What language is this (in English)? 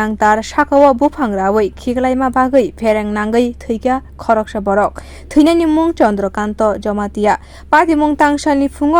Kok Borok